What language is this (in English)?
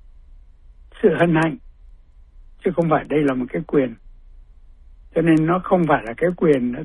Vietnamese